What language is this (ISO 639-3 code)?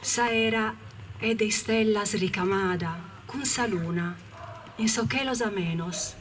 srd